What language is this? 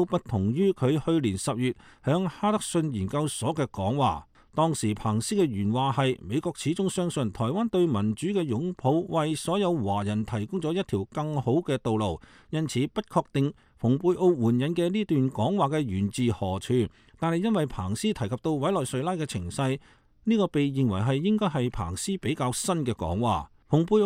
Cantonese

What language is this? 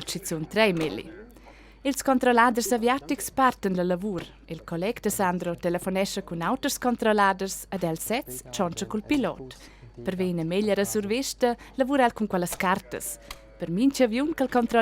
Romansh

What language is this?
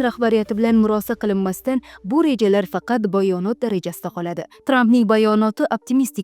Uzbek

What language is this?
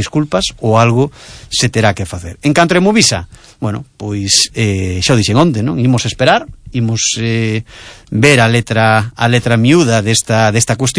Galician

